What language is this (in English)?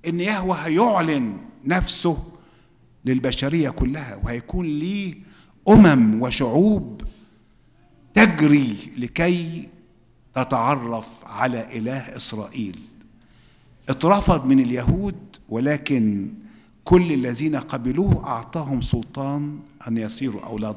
Egyptian Arabic